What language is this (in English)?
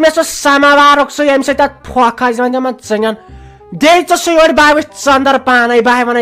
Kashmiri